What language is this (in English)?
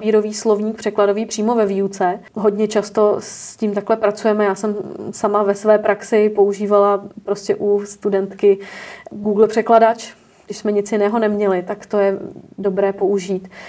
Czech